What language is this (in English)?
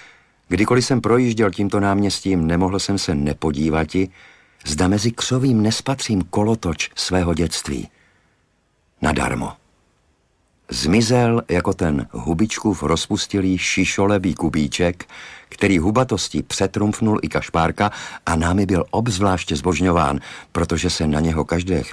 Czech